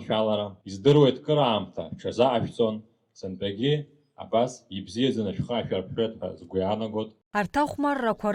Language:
Abkhazian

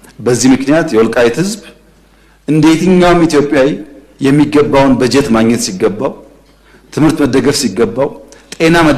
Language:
Amharic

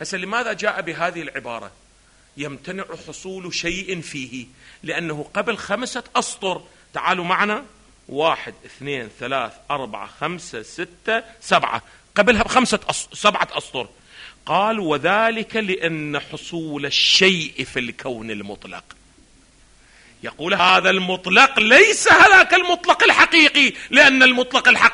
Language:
Arabic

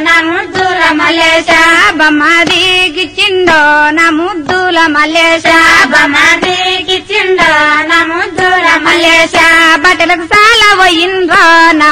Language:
Telugu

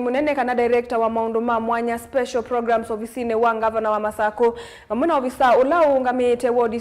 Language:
Kamba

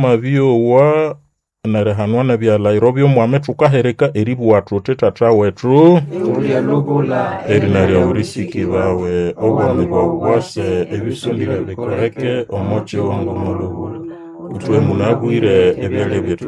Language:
Nande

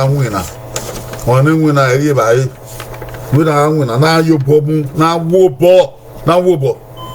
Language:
Bini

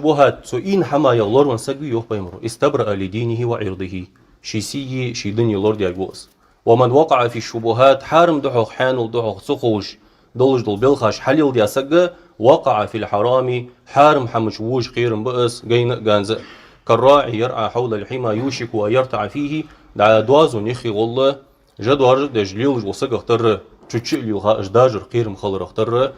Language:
Ingush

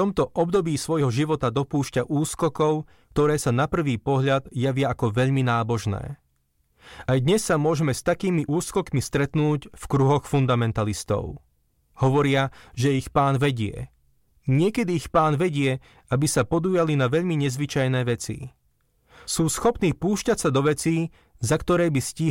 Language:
Slovak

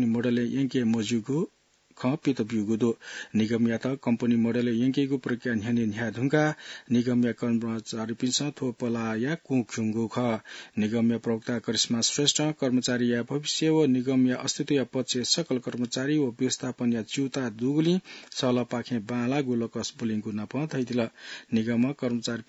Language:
Newari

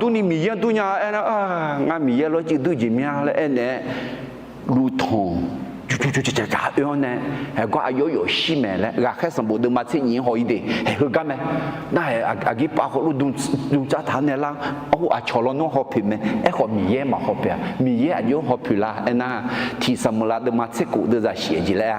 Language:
Akha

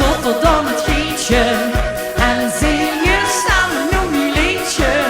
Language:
Limburgish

